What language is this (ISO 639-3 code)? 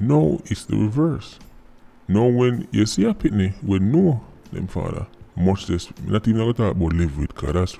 jam